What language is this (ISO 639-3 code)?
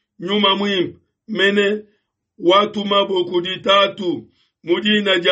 lua